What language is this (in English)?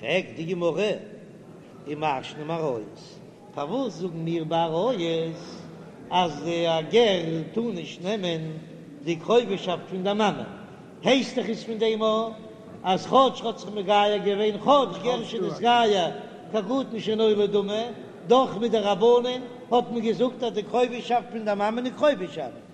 Yiddish